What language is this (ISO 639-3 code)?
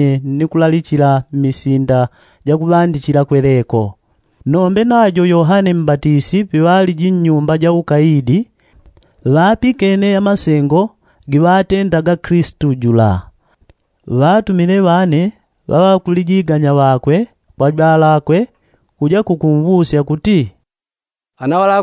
yao